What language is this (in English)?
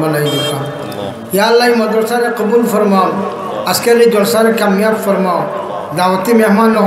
Sylheti